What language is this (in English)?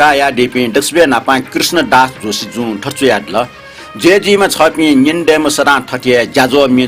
Newari